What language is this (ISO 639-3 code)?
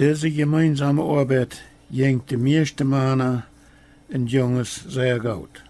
pdt